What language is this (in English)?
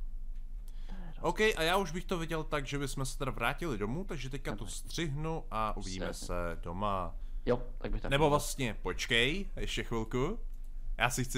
Czech